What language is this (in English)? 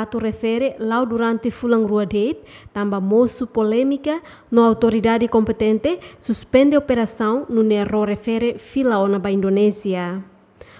Tetum